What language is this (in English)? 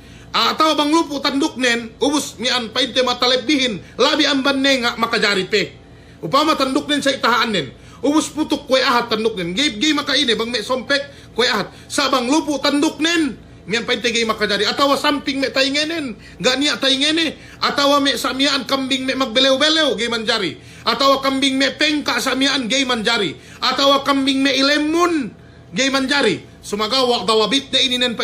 Yakan